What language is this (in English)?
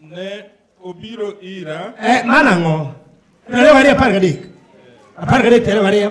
Luo (Kenya and Tanzania)